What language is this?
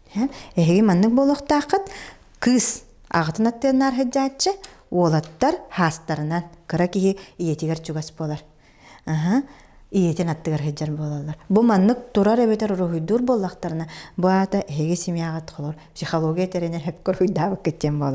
Yakut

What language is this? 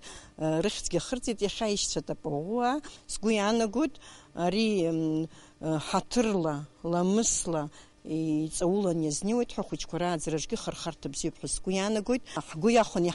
Abkhazian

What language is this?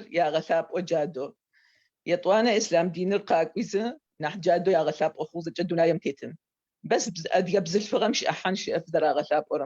Adyghe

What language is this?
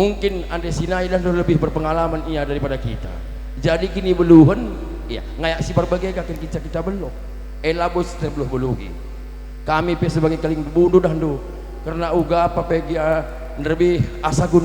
Batak Karo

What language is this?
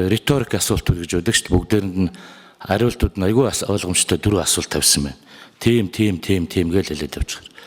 Mongolian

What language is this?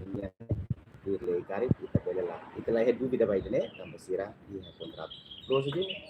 Tetum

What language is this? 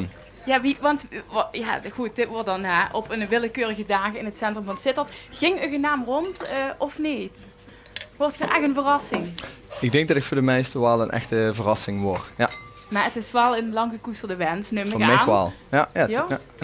Limburgish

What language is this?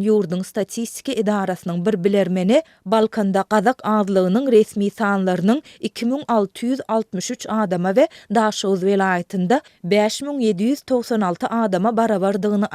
Turkmen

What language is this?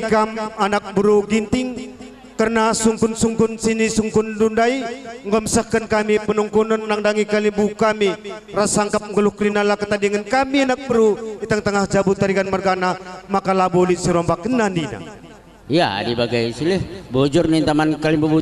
Batak Karo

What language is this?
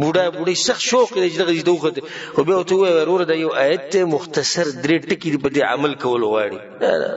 Pashto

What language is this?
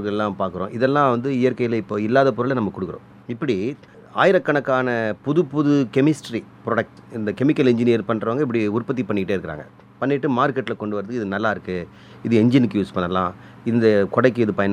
Tamil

